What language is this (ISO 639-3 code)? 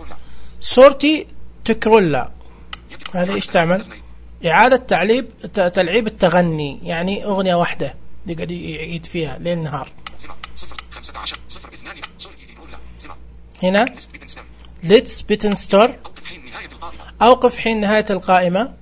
ars